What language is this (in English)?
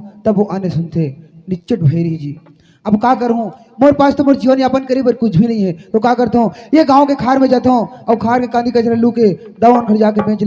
Chhattisgarhi